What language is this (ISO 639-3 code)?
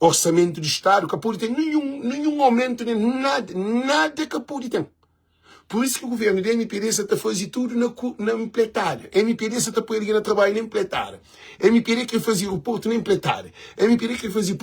kea